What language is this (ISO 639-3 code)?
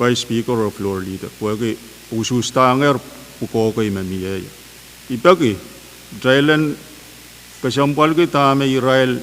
pon